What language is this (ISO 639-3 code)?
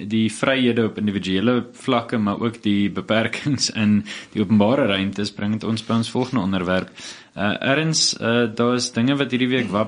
afr